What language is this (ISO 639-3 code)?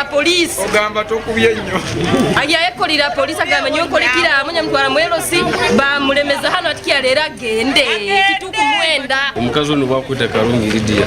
nyn